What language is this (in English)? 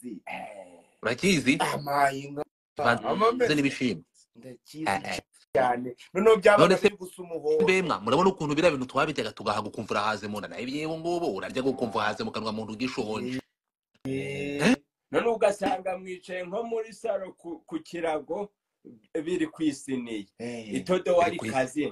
Kinyarwanda